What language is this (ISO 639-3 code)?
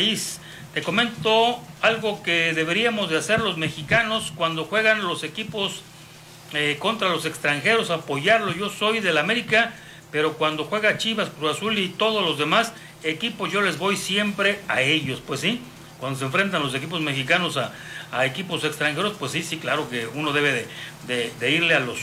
spa